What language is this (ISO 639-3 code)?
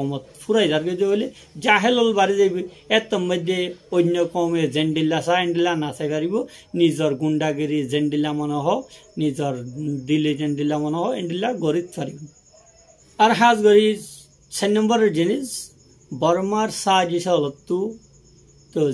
rhg